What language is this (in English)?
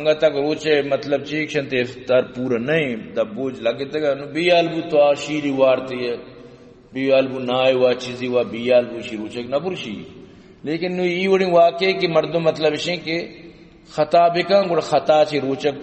Baluchi